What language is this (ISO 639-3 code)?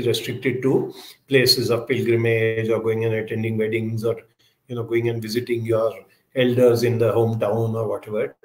eng